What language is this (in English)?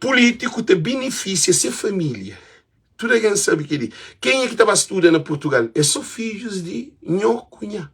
Kabuverdianu